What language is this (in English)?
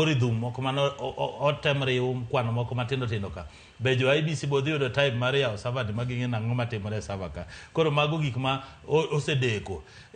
Luo (Kenya and Tanzania)